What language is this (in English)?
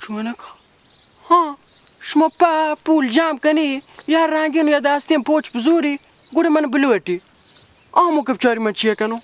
Baluchi